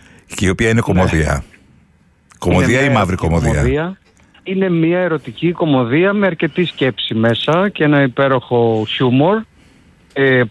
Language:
Greek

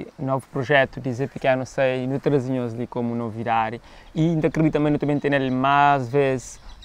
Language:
Kabuverdianu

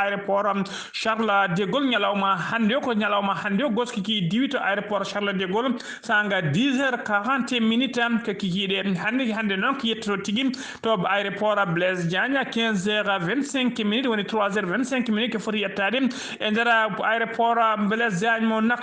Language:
Fula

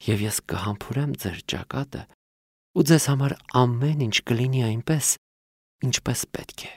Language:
Armenian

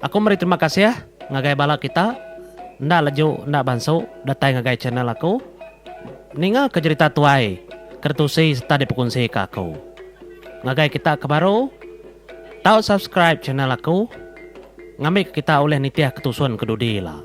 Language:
Iban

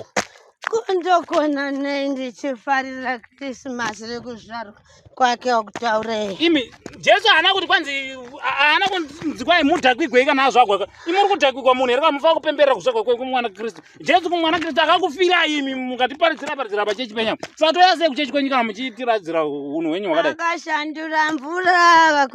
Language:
Shona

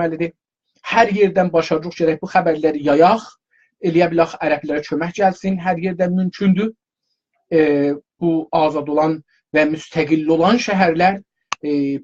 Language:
South Azerbaijani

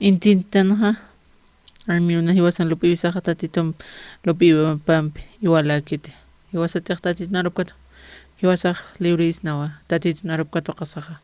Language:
Aymara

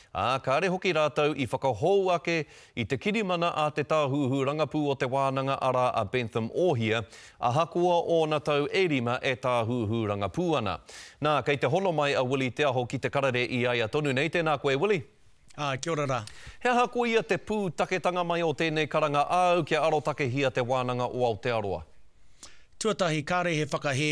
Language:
Māori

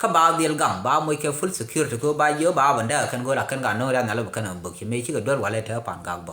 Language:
Nuer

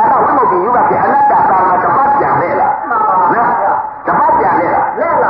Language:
Burmese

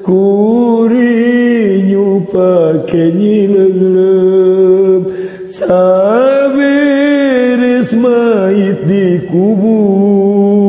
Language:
Sundanese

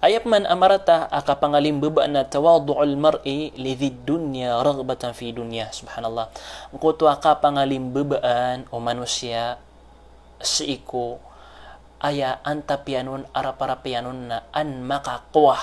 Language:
Maranao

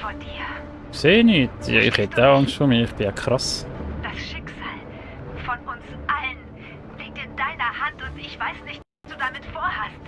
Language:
Swiss German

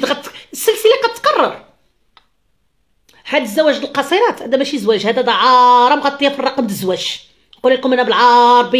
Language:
Moroccan Arabic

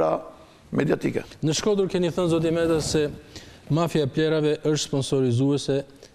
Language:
Albanian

